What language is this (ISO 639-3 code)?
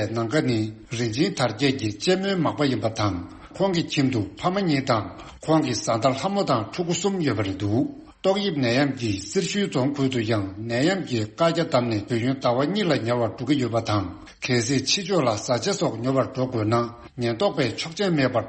bod